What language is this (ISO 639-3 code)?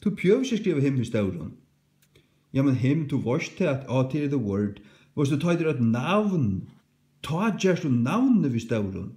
fao